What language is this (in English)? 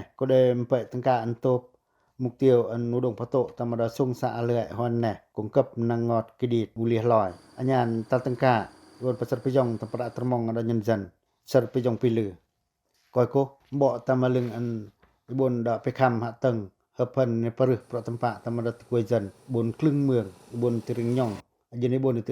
Pacoh